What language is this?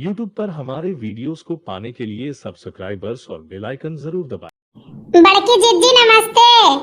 Awadhi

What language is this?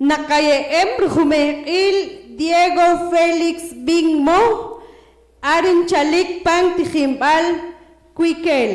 Poqomchi'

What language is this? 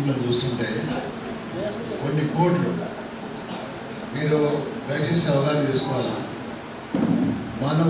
Telugu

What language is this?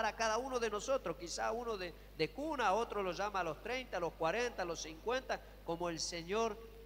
Spanish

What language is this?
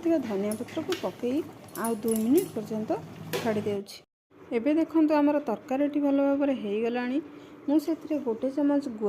Odia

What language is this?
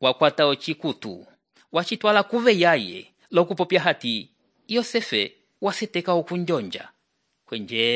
Umbundu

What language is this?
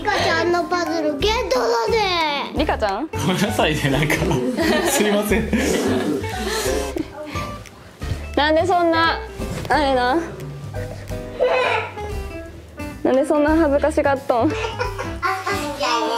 Japanese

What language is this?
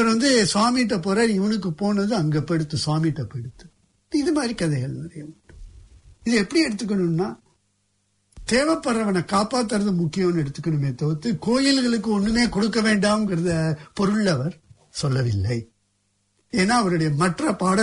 Tamil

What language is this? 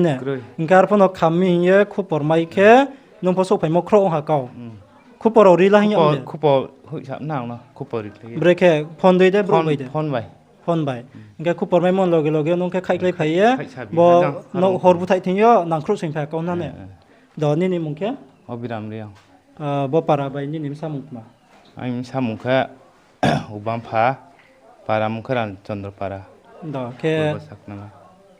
Riang (India)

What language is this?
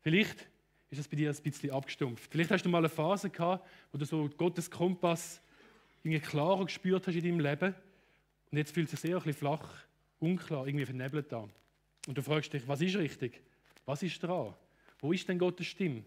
Swiss German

